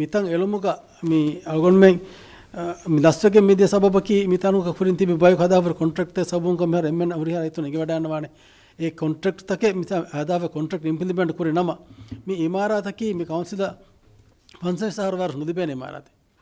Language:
Divehi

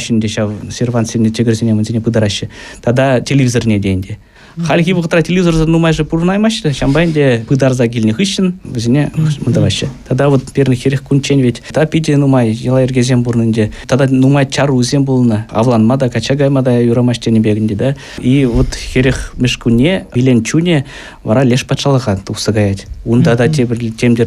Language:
Chuvash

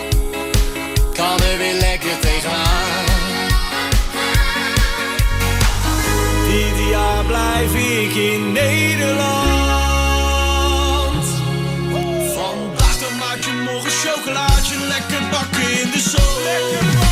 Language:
Dutch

